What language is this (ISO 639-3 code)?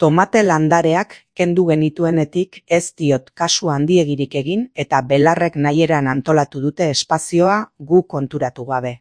eus